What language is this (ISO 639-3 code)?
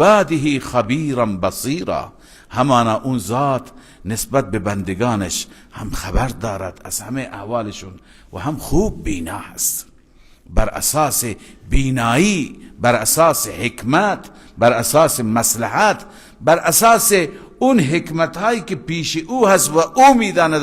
fas